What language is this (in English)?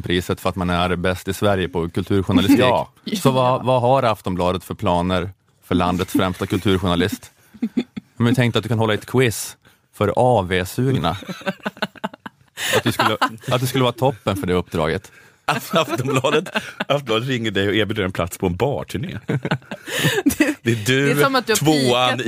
Swedish